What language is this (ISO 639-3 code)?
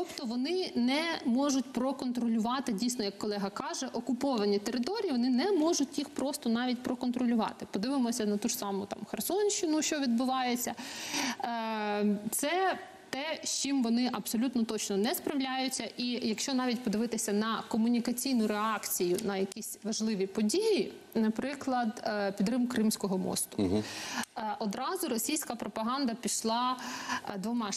ukr